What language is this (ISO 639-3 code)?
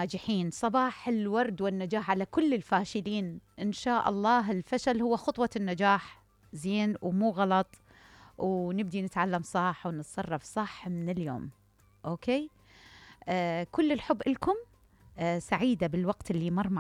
acm